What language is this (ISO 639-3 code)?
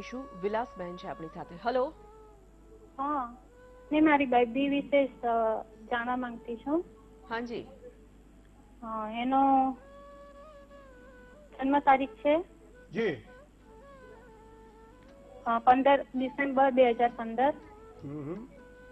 guj